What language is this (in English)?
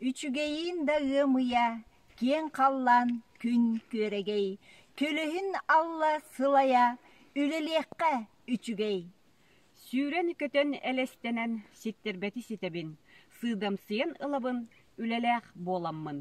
Yakut